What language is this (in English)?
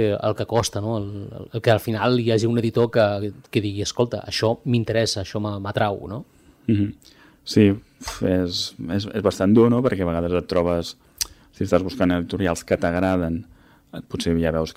Catalan